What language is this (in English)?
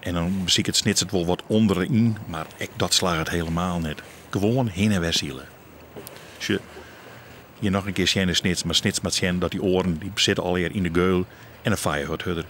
Western Frisian